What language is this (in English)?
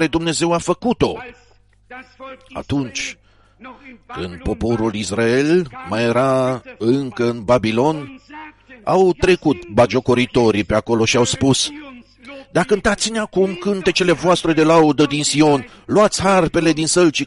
Romanian